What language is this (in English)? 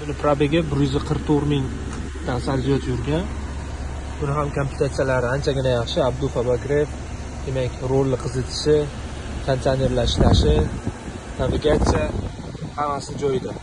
Uzbek